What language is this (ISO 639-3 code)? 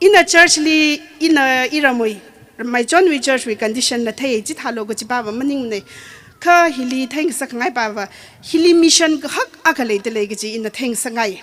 nmf